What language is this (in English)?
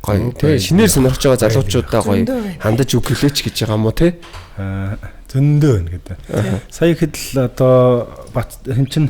Mongolian